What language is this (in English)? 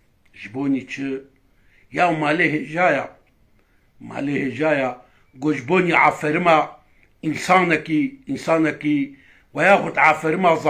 Kurdish